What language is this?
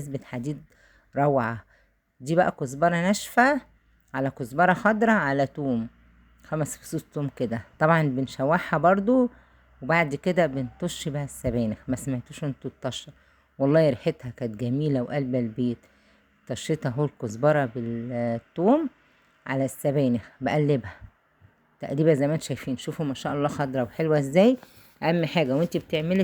Egyptian Arabic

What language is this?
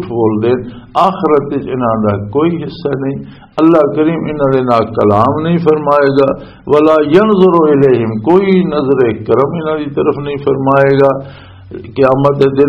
Western Panjabi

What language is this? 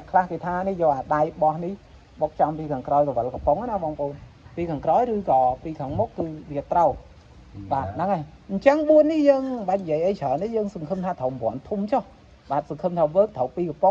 Khmer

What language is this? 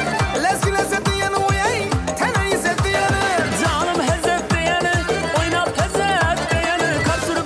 Kara-Kalpak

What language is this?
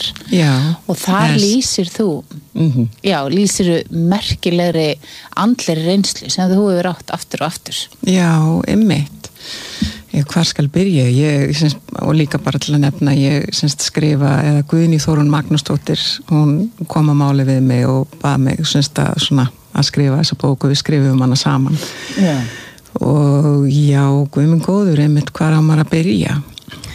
Icelandic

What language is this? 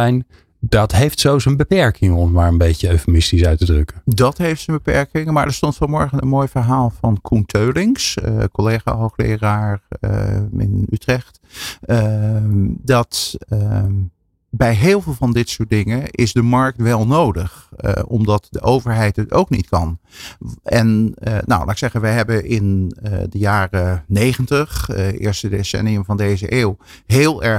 Dutch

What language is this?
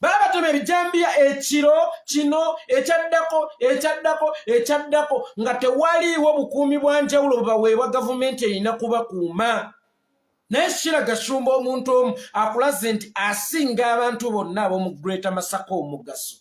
Ganda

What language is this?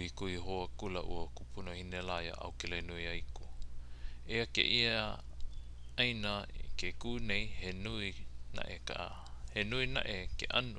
Hawaiian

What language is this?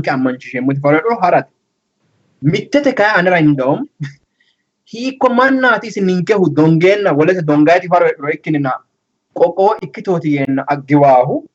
Sidamo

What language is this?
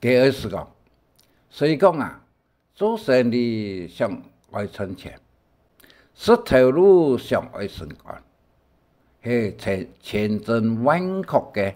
Hakka Chinese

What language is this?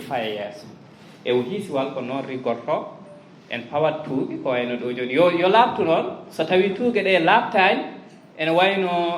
Fula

